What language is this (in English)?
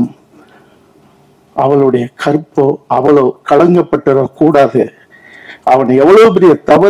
Tamil